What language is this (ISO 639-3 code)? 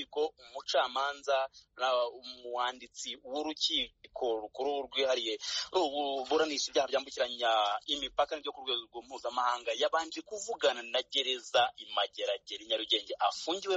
kin